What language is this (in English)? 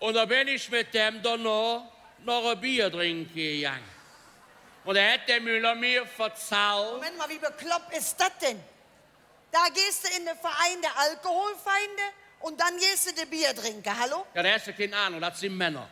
Colognian